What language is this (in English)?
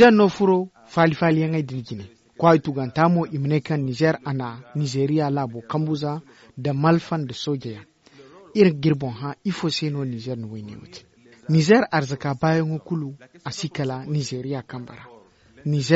Zarma